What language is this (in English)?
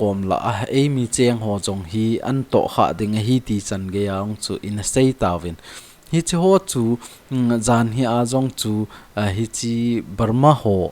Thado Chin